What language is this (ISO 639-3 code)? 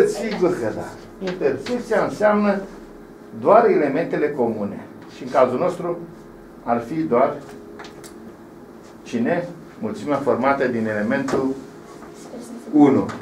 ron